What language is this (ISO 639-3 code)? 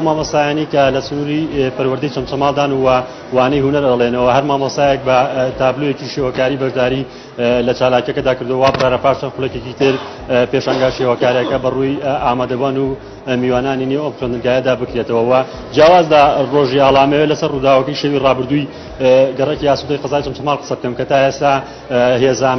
ckb